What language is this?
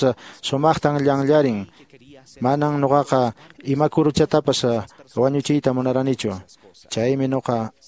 Quechua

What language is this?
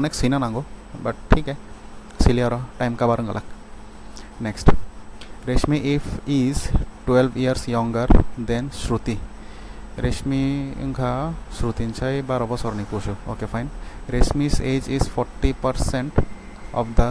Kok Borok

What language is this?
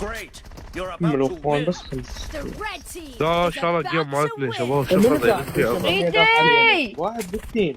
Mesopotamian Arabic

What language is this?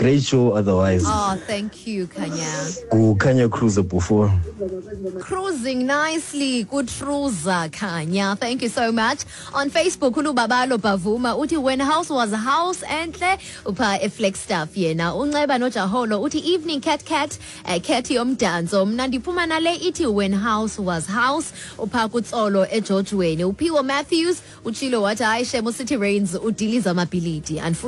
Xhosa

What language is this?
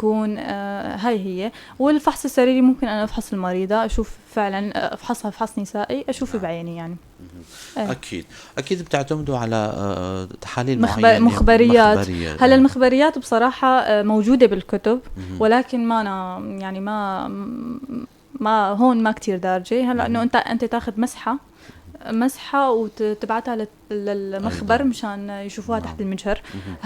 North Levantine Arabic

